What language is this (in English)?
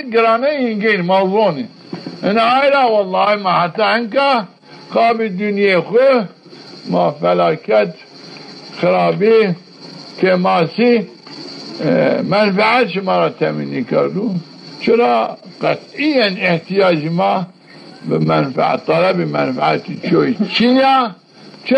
Zaza